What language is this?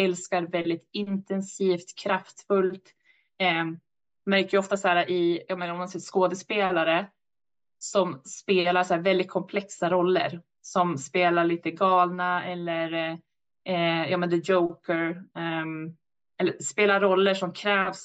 Swedish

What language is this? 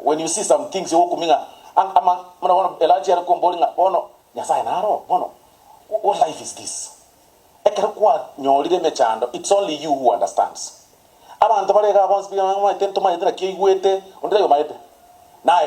Gusii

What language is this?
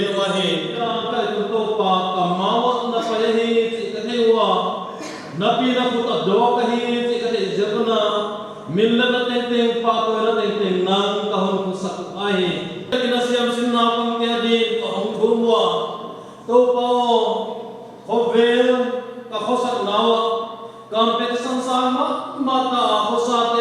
Paite Chin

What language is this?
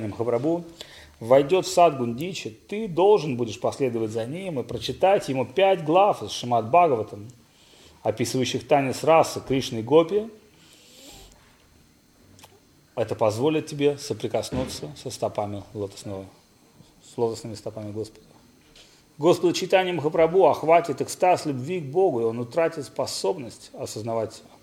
Russian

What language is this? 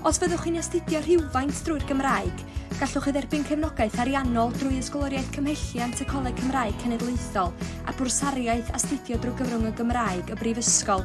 Welsh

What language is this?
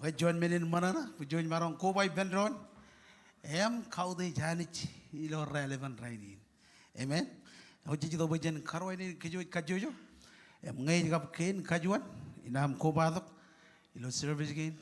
Marshallese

